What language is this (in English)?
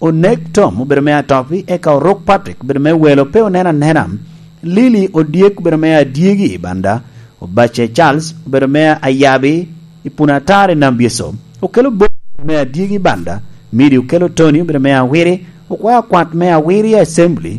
Lango (Uganda)